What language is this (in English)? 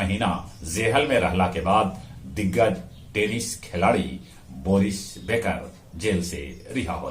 Magahi